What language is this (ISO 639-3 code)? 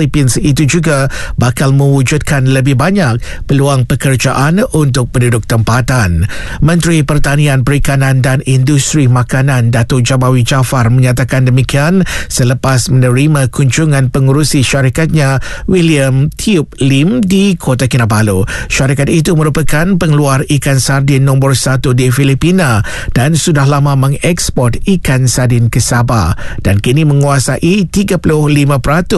msa